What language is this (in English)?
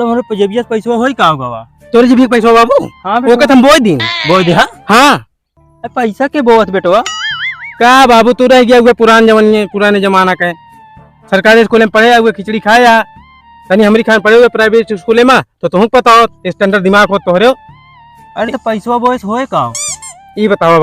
Awadhi